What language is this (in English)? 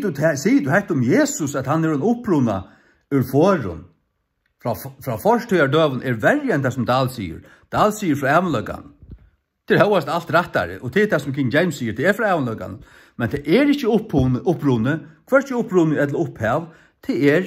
Faroese